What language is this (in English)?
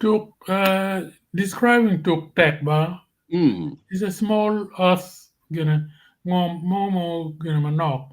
Acoli